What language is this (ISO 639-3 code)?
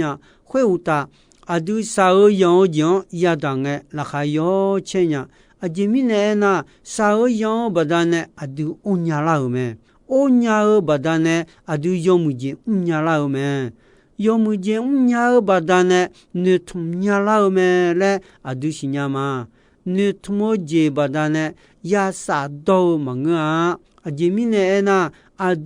ahk